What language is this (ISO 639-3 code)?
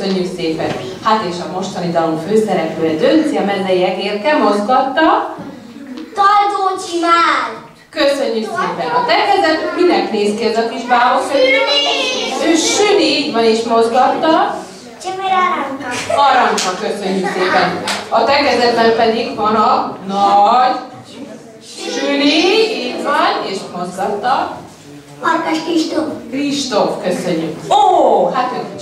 hun